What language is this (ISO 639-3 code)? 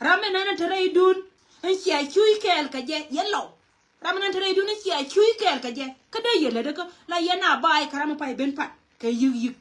nus